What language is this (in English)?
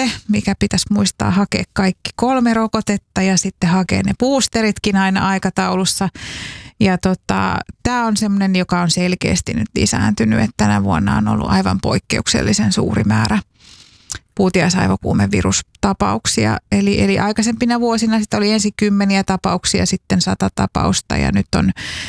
Finnish